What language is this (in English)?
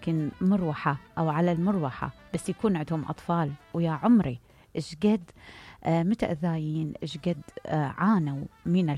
Mesopotamian Arabic